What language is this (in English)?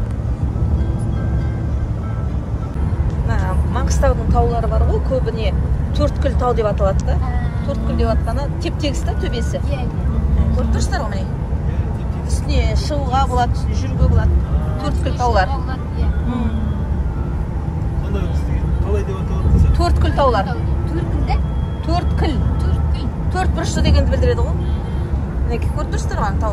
Kazakh